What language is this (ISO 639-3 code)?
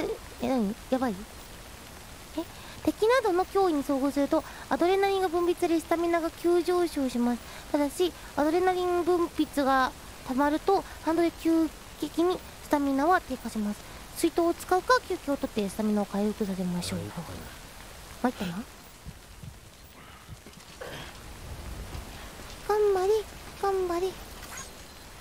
jpn